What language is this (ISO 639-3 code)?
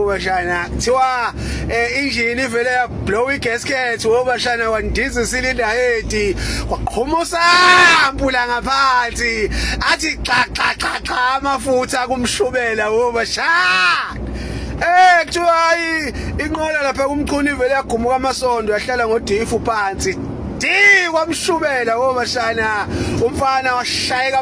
zul